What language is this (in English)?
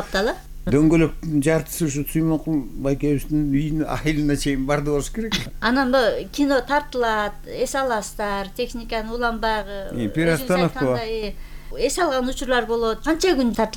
Kyrgyz